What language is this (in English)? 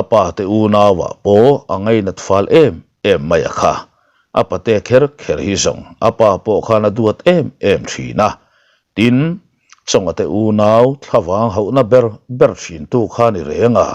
Mizo